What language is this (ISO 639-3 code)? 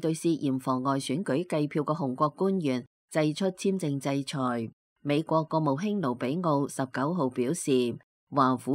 yue